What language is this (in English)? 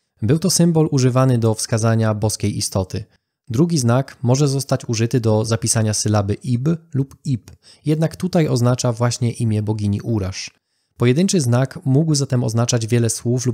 Polish